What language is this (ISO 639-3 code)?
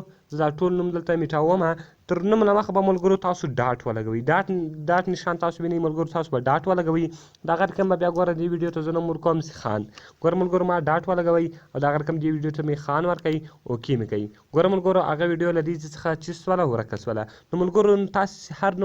pus